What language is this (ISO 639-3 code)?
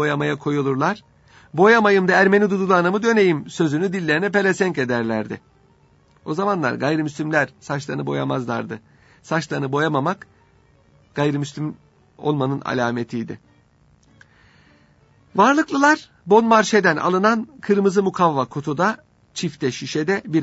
tur